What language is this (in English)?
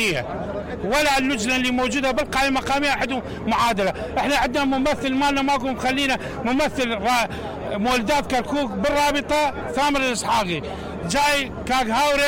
Mesopotamian Arabic